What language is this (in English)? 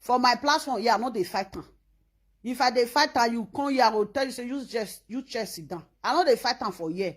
Nigerian Pidgin